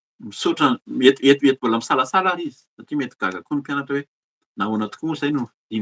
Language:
Malagasy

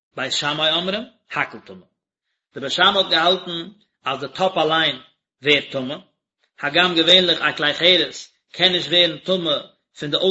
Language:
Yiddish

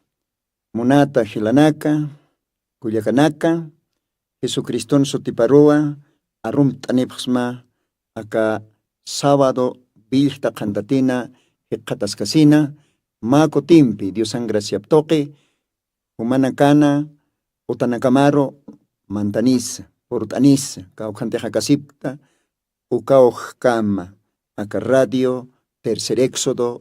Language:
Aymara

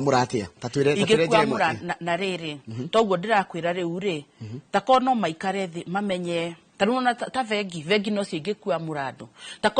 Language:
Kikuyu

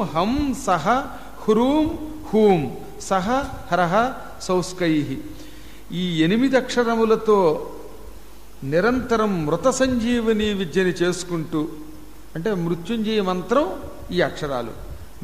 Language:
Telugu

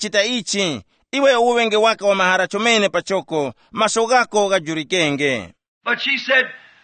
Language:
Tumbuka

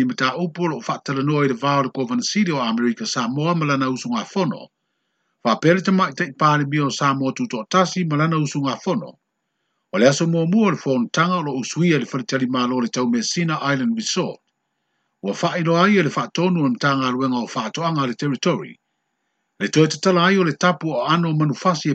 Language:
Samoan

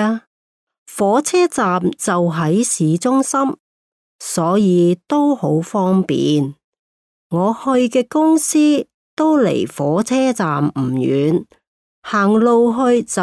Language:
Cantonese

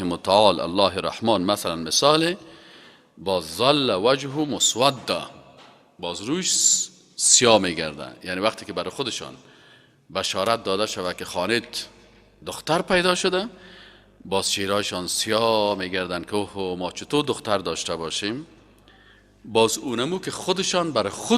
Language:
Persian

